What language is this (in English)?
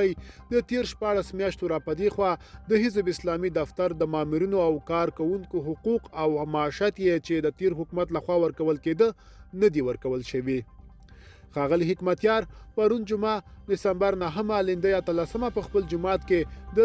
Pashto